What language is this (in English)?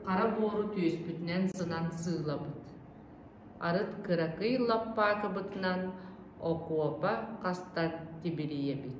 Yakut